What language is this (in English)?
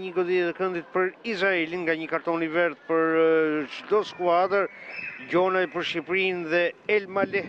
Albanian